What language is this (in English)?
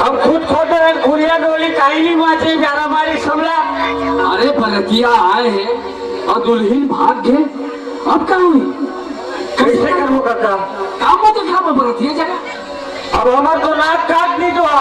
Chhattisgarhi